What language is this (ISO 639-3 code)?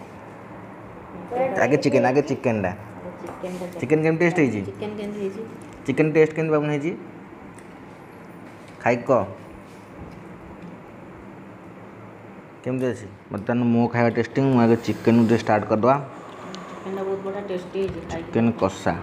ori